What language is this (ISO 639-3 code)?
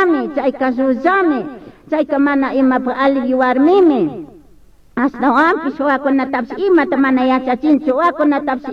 qug